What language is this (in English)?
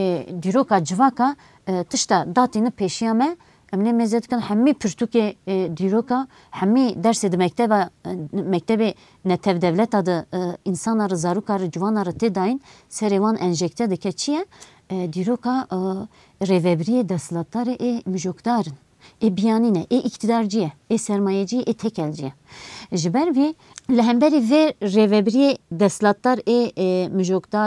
Kurdish